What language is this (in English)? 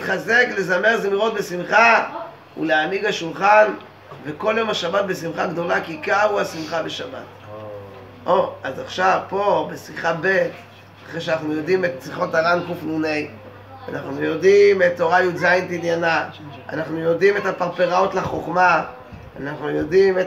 Hebrew